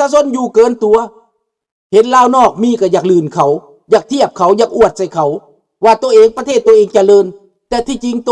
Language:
Lao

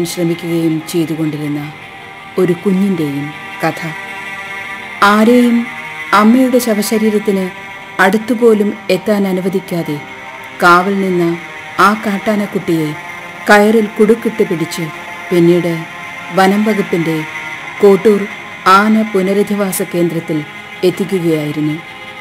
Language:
Malayalam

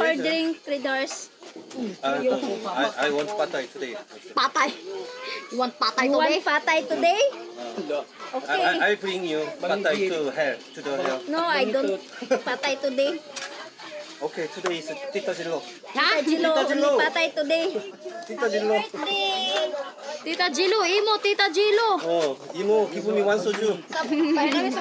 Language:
Filipino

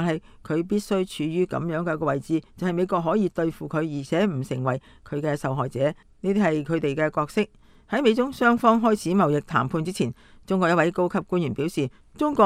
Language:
Cantonese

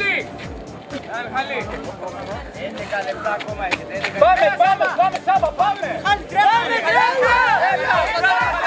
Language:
Greek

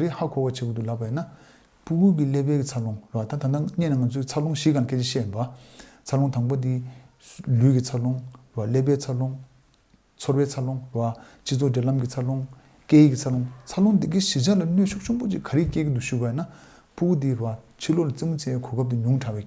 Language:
Tibetan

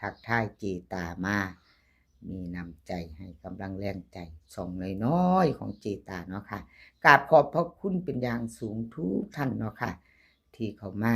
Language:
Northeastern Thai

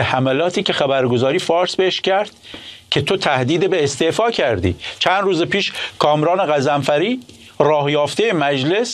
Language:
Persian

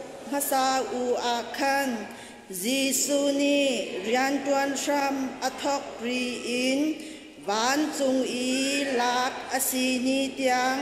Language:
Hakha Chin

